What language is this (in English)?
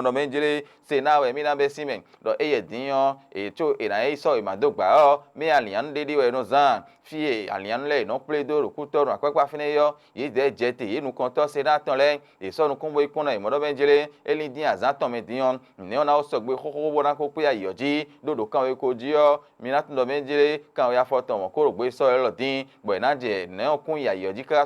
Fon